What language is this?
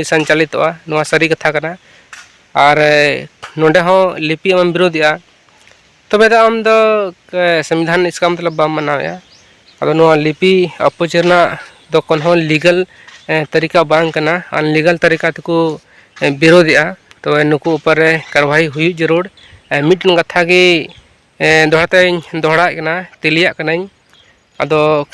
Santali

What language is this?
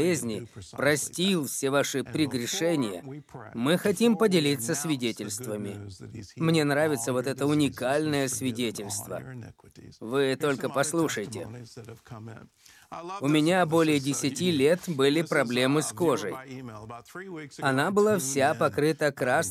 Russian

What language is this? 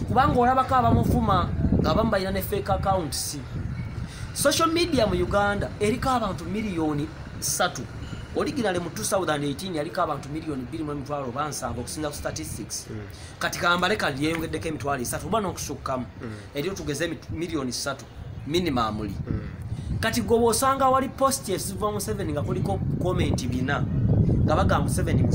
Ganda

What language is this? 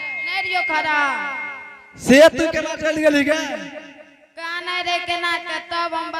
Angika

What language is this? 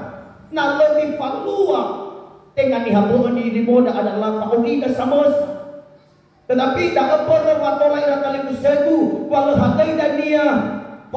Nias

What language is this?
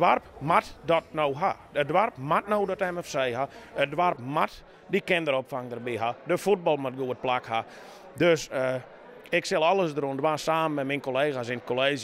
Western Frisian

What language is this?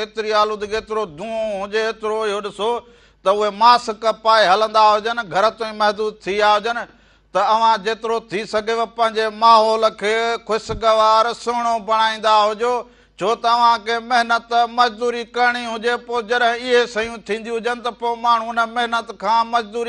Sindhi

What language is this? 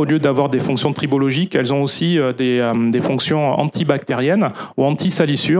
French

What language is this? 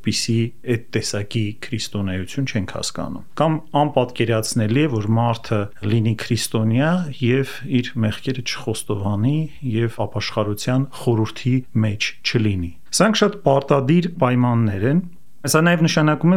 Armenian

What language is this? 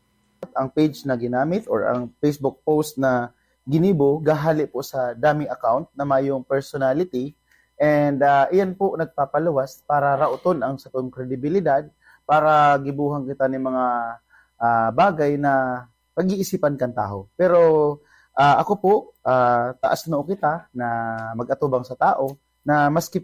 Bikol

